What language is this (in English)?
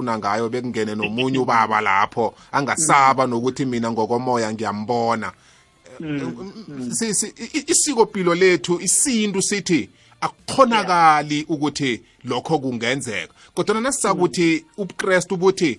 South Ndebele